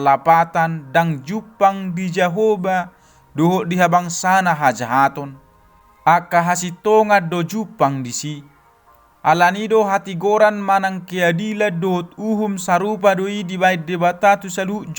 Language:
Batak Toba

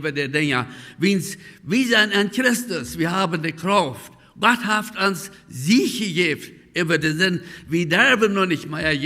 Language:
Plautdietsch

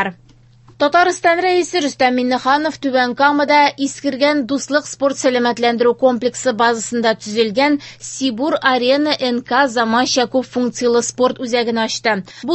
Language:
Tatar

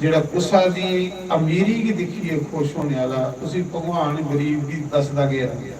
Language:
Dogri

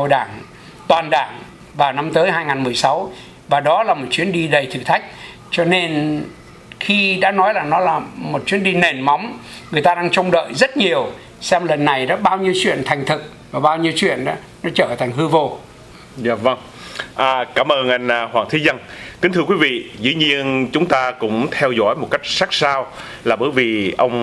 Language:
Vietnamese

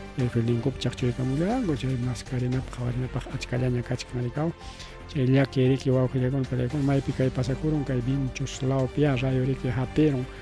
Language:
Ayacucho Quechua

